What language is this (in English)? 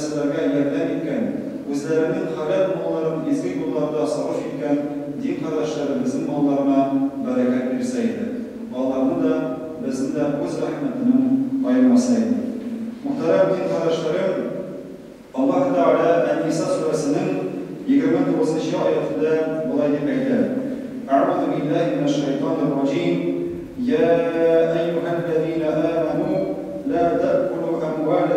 Tatar